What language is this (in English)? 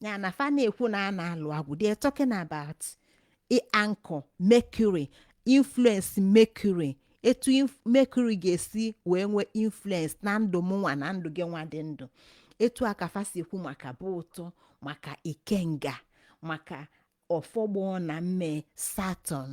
Igbo